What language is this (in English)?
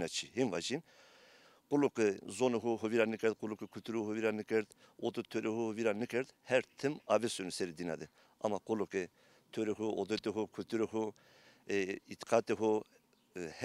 Zaza